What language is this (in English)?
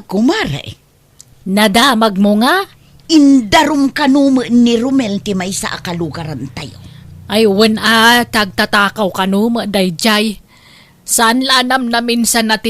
Iloko